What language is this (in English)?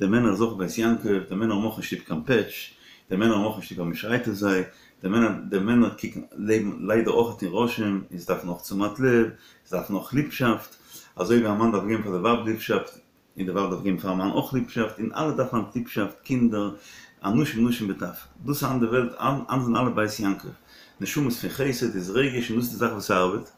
Yiddish